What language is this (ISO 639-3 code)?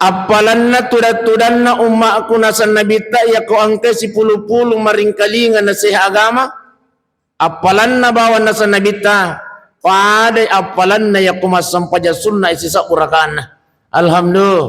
bug